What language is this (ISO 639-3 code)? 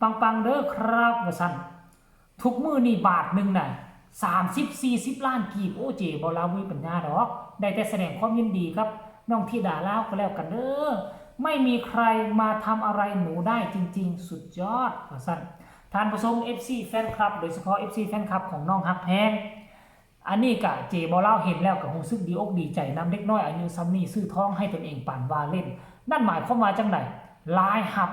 tts